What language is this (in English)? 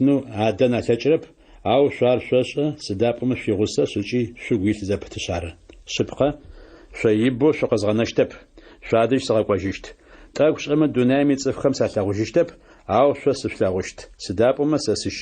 Adyghe